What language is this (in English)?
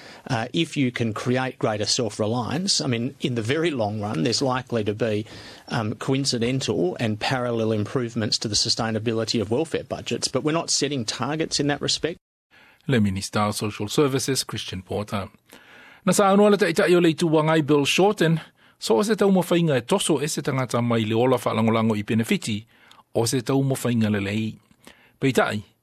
Samoan